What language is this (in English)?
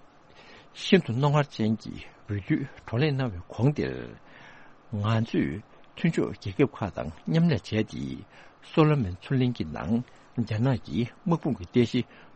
Tibetan